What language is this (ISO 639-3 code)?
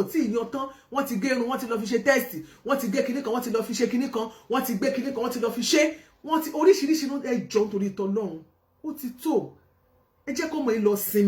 yor